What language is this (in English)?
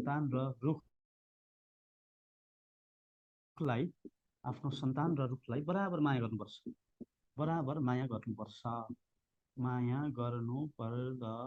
Nepali